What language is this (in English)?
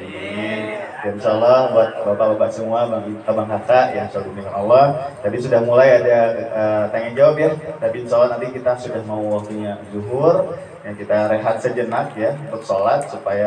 Indonesian